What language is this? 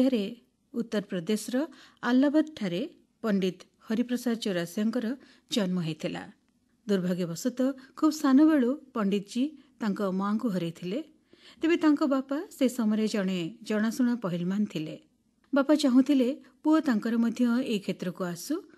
Odia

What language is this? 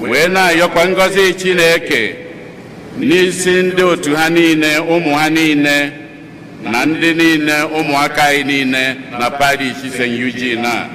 Igbo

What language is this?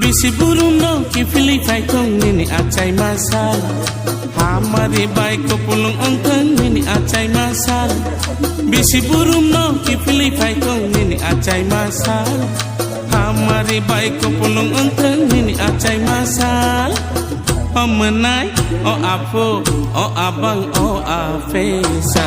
Kok Borok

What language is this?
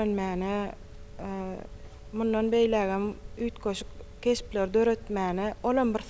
Turkmen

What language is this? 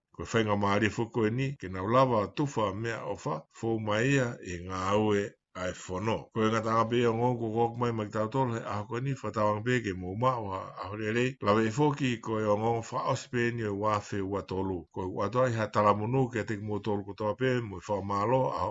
Tongan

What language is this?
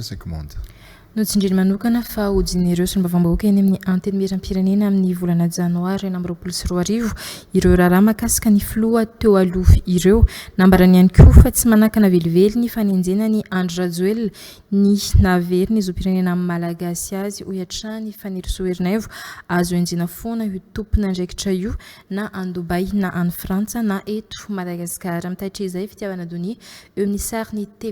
Malagasy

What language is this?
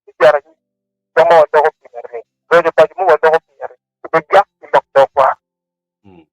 Acoli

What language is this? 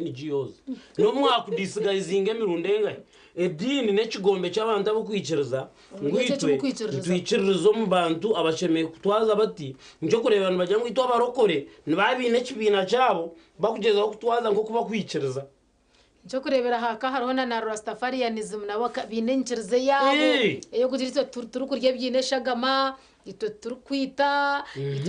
Nyankole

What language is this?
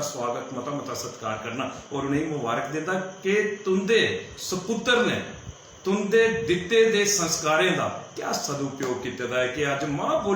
Dogri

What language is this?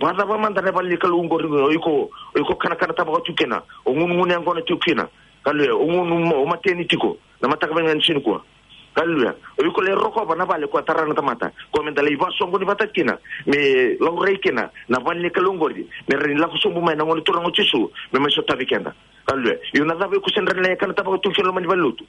Fijian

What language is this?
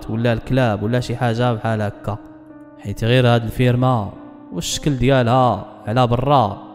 Moroccan Arabic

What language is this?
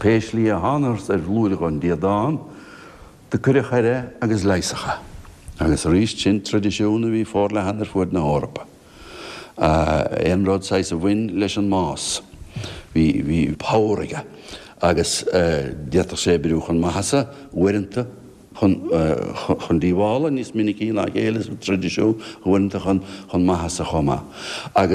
Irish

